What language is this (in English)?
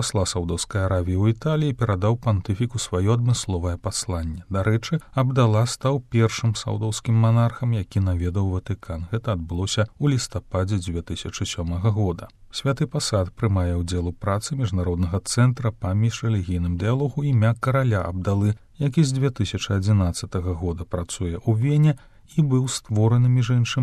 Belarusian